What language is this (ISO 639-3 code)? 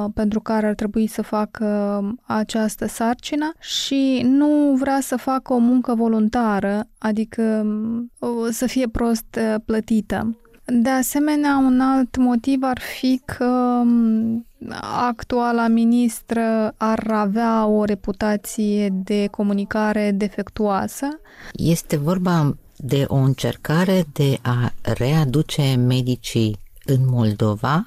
ron